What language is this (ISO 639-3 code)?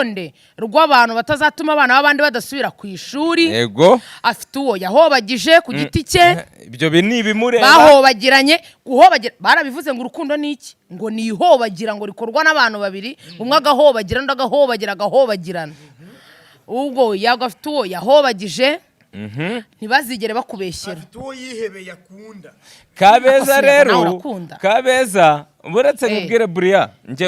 kin